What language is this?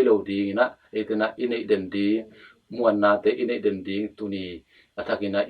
Tedim Chin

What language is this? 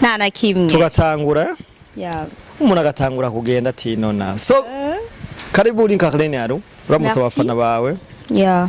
Rundi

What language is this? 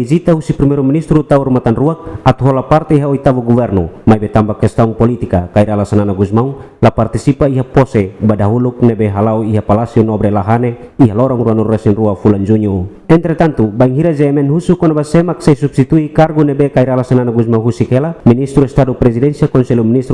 Tetum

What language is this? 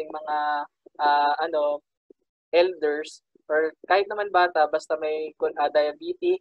Filipino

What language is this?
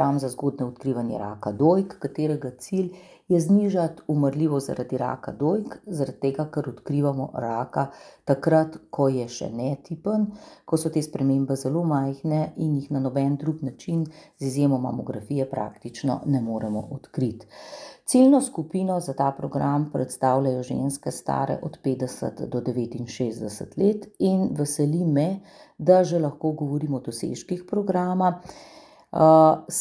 Slovenian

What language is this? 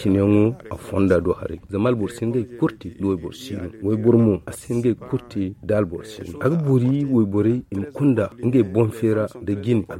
Zarma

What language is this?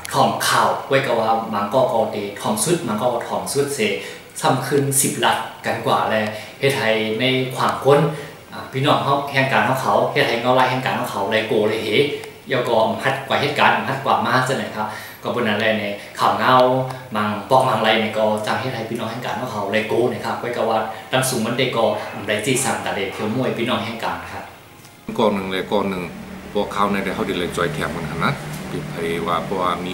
Shan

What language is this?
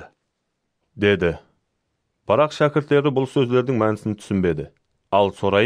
Kara-Kalpak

